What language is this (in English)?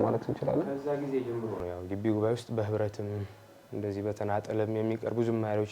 Amharic